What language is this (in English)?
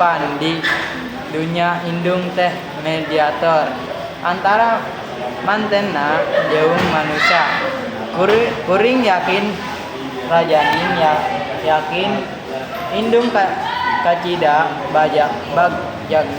Sundanese